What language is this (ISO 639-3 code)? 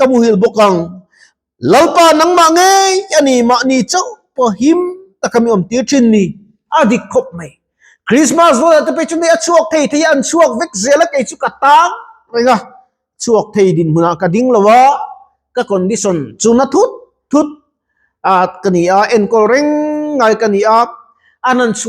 lus